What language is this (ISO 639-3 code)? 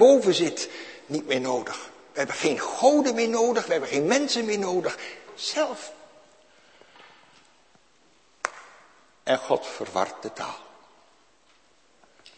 nld